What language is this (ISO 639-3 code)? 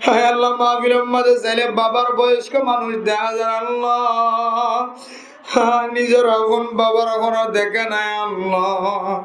rhg